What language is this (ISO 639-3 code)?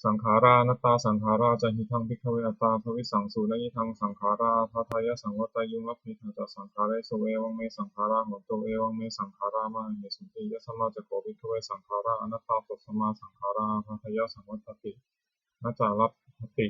pli